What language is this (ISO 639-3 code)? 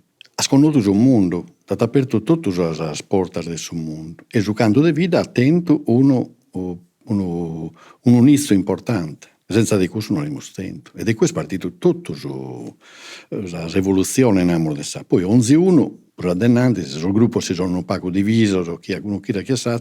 srd